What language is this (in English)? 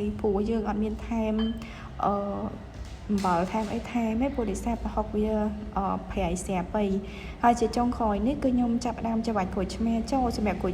Khmer